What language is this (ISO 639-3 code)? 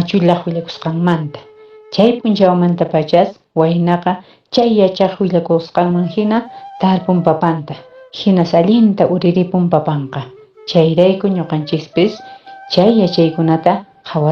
que